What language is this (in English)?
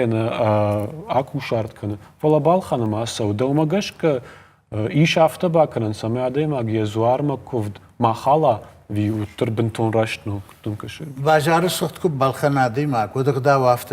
Ossetic